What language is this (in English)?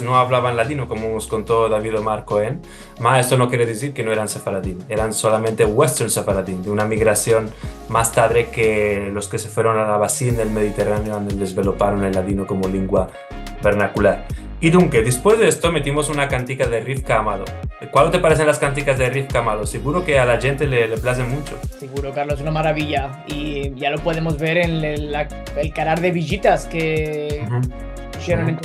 Ladino